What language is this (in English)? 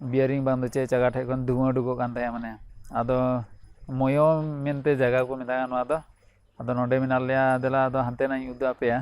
Santali